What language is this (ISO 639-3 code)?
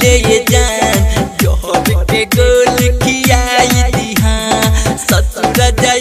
bho